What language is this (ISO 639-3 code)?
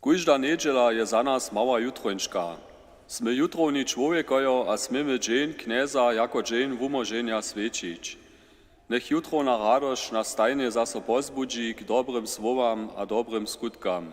hsb